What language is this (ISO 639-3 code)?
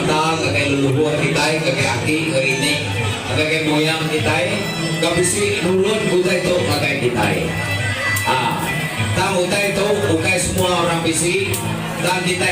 iba